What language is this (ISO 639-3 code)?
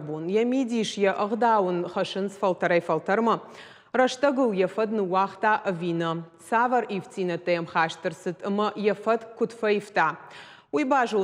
oss